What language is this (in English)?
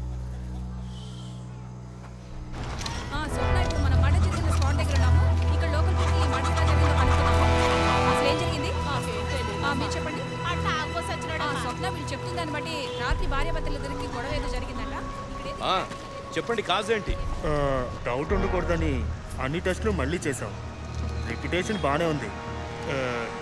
Telugu